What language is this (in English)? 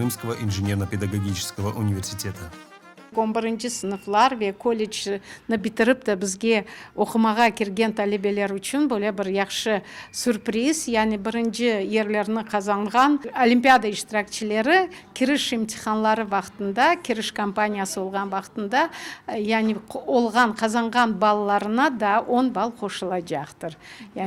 Crimean Tatar